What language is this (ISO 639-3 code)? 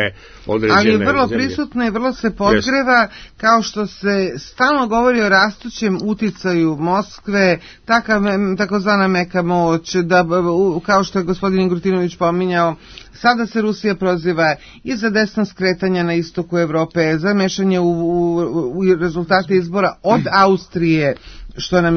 srp